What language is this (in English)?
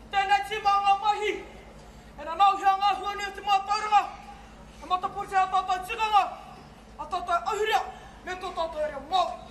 Māori